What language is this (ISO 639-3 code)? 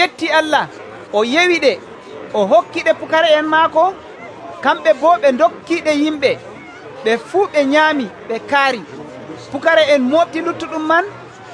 fuv